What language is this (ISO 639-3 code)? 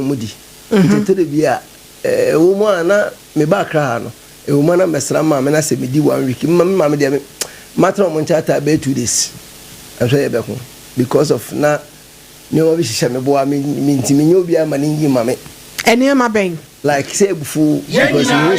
aka